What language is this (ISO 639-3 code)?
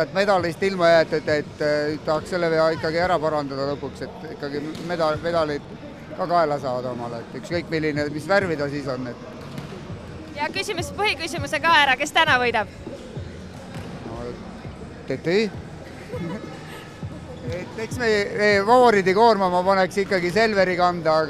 est